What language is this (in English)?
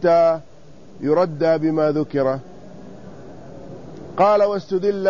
Arabic